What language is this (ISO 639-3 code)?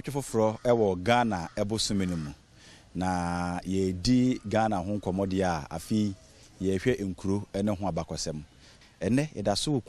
aka